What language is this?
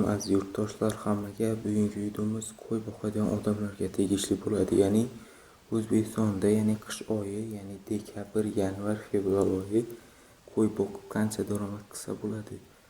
Uzbek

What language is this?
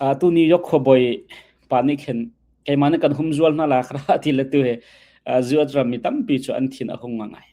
Hakha Chin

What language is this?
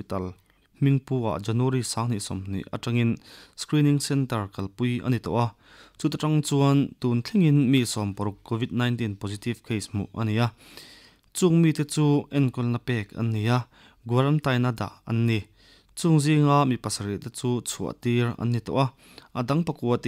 Mizo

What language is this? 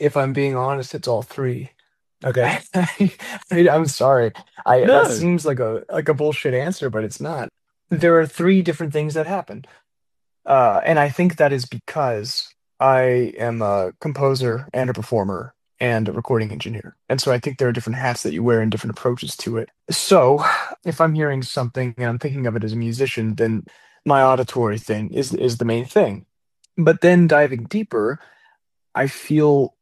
English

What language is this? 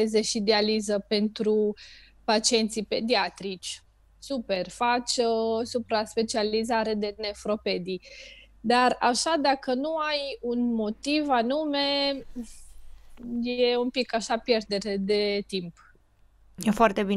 Romanian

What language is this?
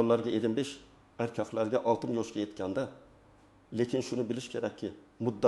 Uzbek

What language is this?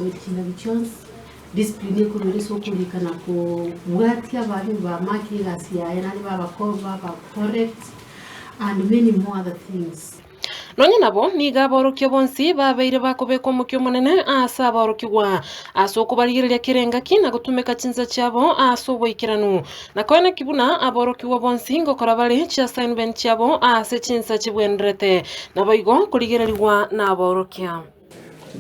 Gusii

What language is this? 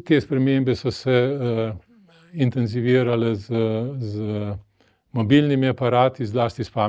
Slovenian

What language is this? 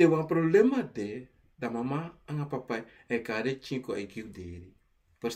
Sranan Tongo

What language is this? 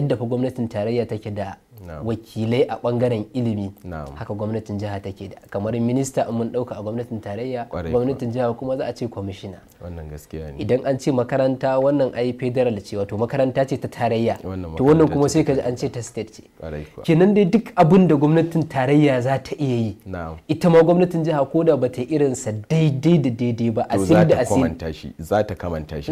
Hausa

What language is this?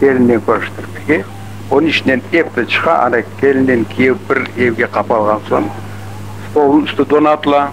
Crimean Tatar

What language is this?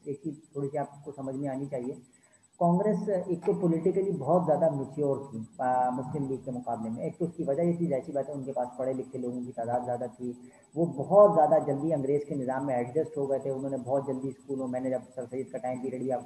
Urdu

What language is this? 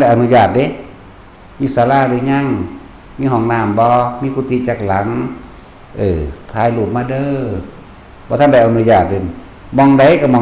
Northeastern Thai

